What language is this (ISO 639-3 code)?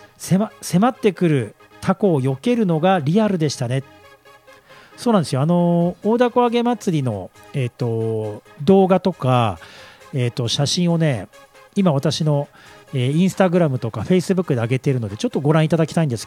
jpn